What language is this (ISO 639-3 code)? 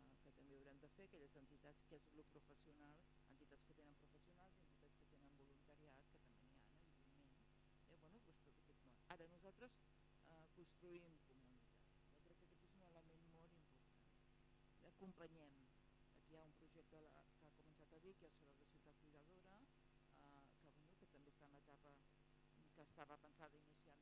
cat